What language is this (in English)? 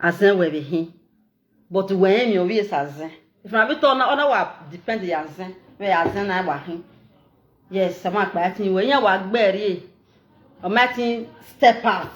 Nigerian Pidgin